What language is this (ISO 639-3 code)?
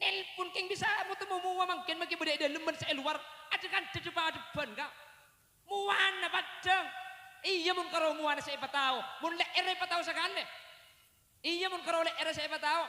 mad